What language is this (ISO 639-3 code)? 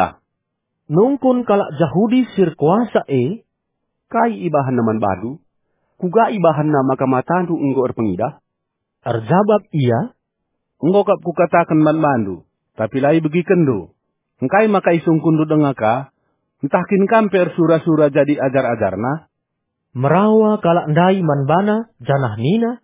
btx